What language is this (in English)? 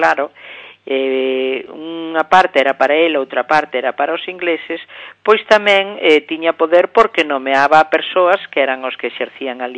Galician